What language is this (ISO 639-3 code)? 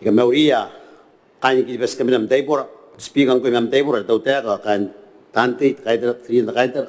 gil